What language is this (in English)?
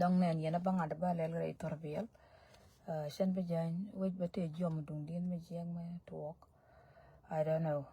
Nuer